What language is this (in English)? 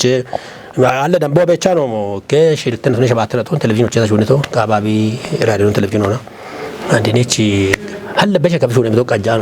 Kafa